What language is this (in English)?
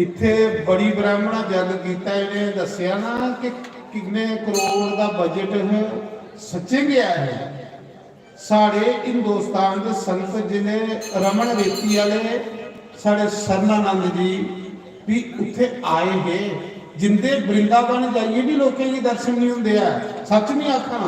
Dogri